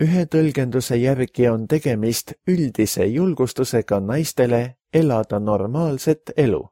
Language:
Estonian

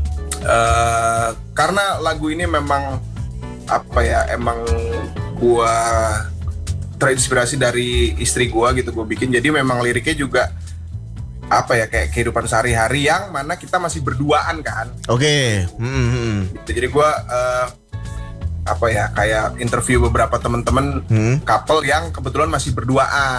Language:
Indonesian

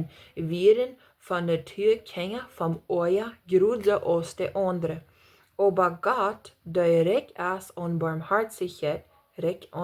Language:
Plautdietsch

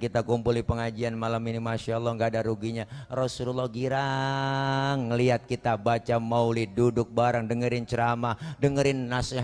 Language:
Betawi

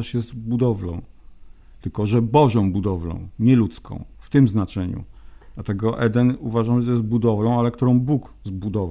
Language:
Polish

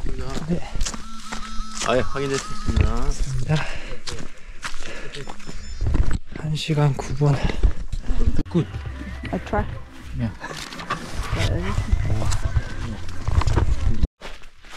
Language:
Korean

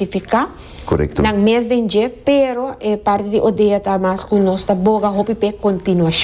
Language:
Papiamento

